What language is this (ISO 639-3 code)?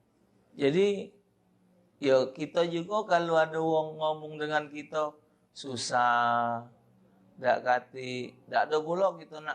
mui